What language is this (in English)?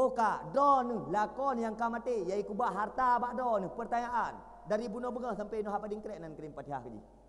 Achinese